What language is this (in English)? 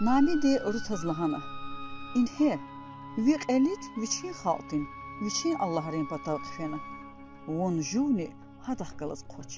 Lezghian